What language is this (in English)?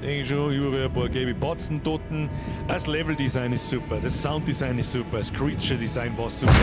Bavarian